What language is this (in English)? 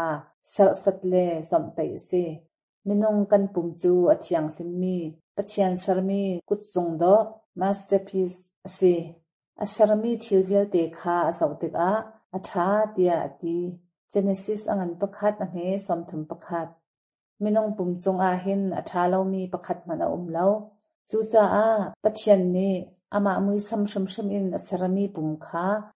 Hakha Chin